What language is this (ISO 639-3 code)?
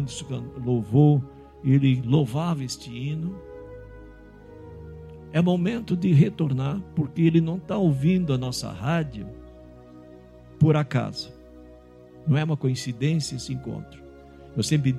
por